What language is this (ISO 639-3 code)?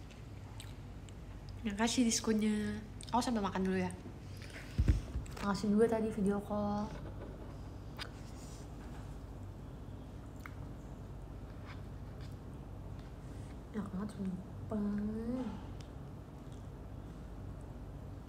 ind